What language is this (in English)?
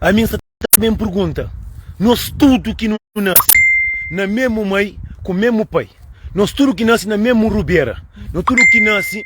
Kabuverdianu